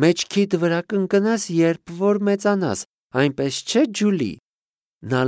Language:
Armenian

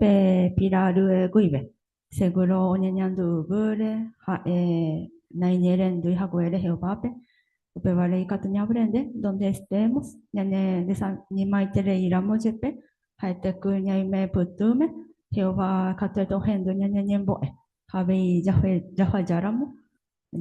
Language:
Guarani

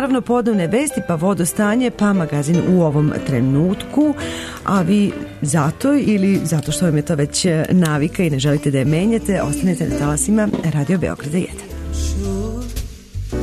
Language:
Serbian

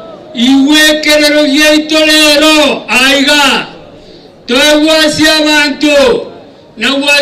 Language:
Gusii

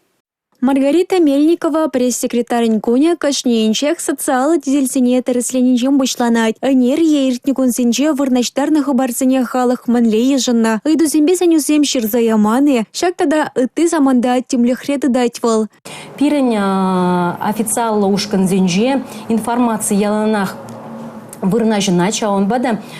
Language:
Chuvash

